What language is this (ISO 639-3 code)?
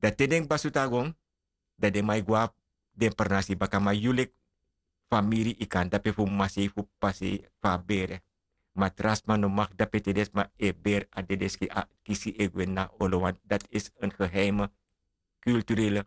srn